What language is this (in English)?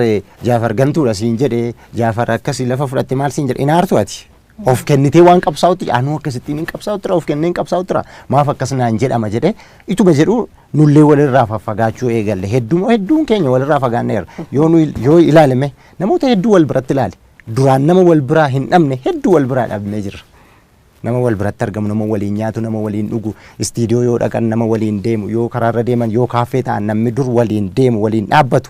Oromo